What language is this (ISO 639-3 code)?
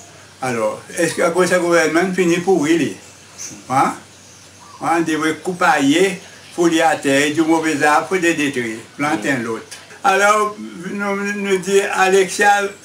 crs